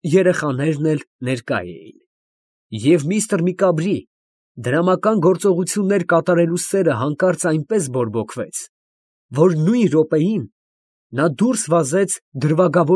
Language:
Armenian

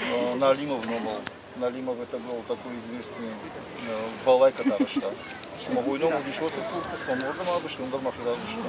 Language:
Ossetic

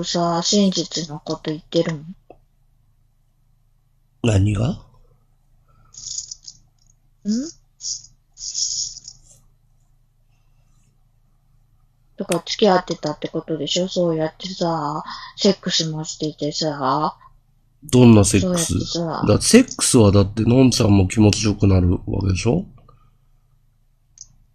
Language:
Japanese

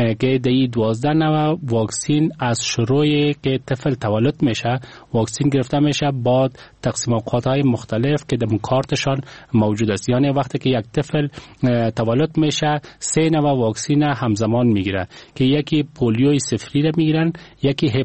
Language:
Persian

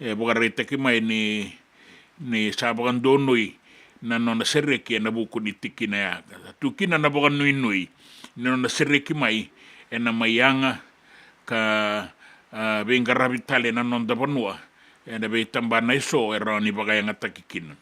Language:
Fijian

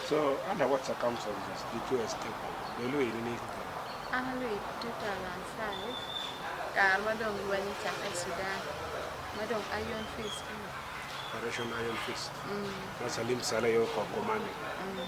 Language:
Acoli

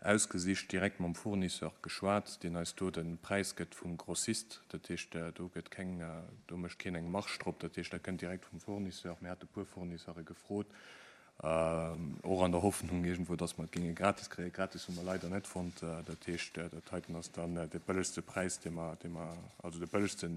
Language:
Luxembourgish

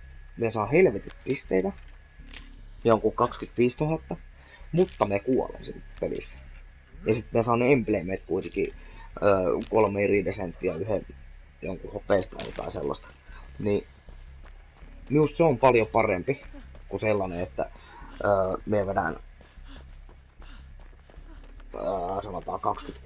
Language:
Finnish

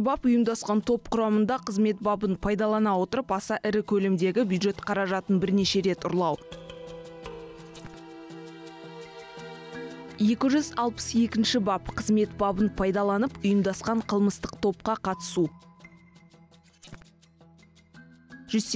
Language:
Kazakh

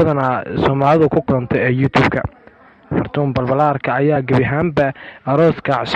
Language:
Somali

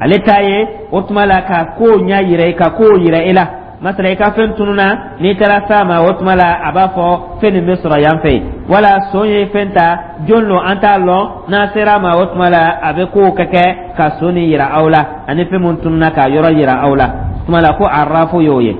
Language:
Dyula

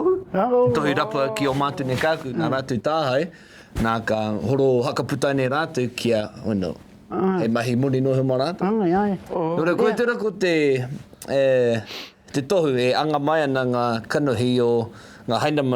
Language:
Māori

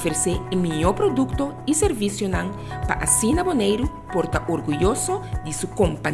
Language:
Papiamento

